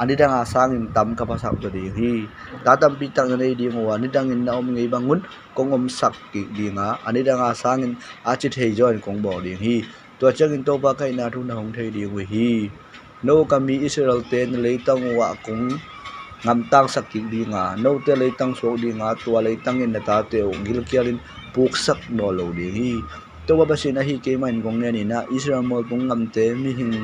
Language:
Tedim Chin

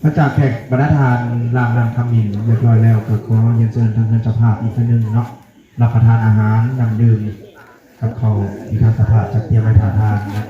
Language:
Northeastern Thai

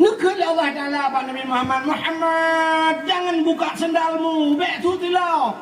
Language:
Achinese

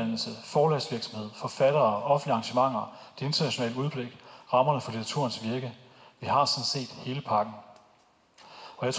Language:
Danish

